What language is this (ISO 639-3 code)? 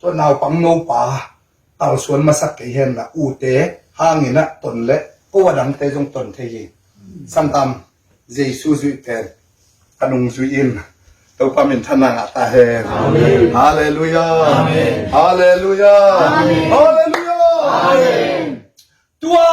ctd